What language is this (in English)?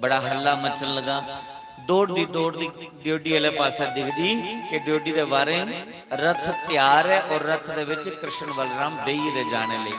Dogri